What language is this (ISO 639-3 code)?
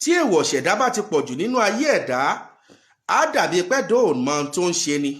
yor